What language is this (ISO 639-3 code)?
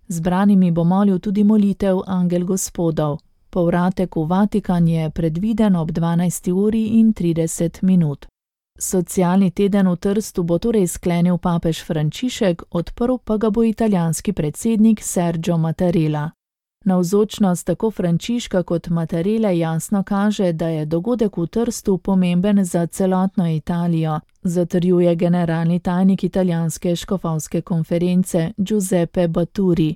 slv